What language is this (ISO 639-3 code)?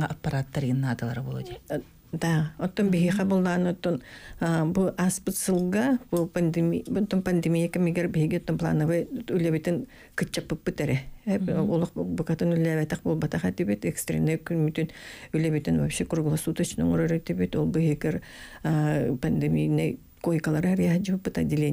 sah